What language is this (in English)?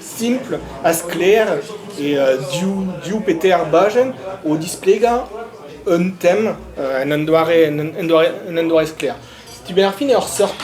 Breton